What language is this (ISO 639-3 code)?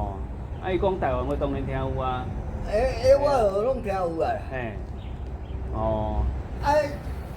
nan